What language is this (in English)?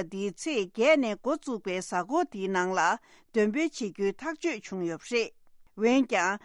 Tibetan